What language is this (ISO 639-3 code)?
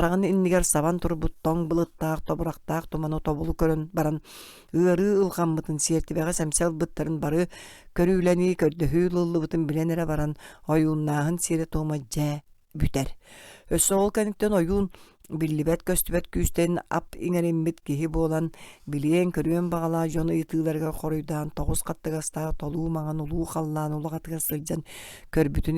sah